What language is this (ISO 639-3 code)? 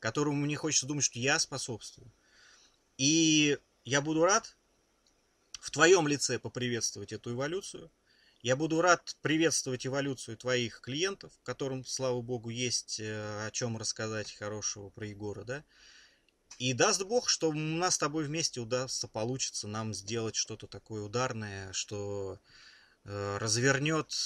rus